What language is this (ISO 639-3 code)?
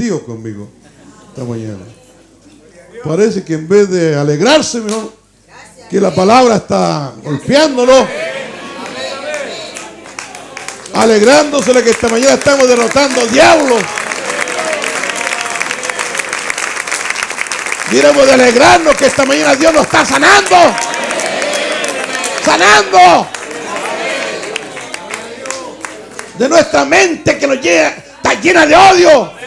spa